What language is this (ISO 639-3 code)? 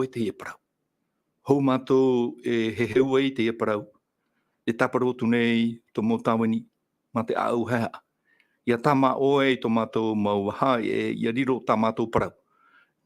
tah